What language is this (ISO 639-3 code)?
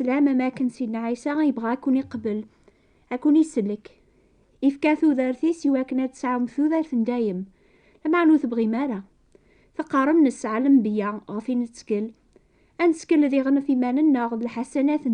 kab